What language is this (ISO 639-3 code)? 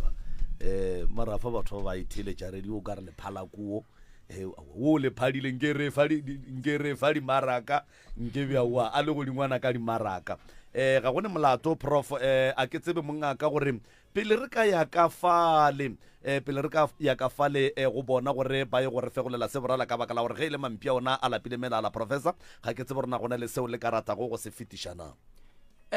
nso